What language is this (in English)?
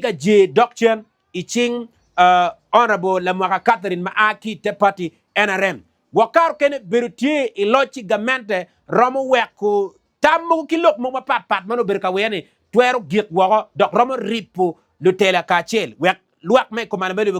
Acoli